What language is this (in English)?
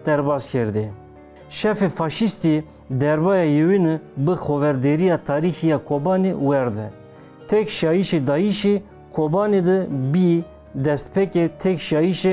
Zaza